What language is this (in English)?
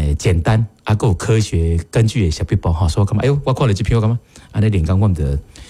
Min Nan Chinese